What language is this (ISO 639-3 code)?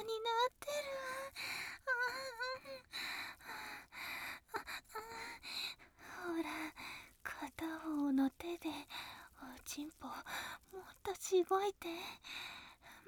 jpn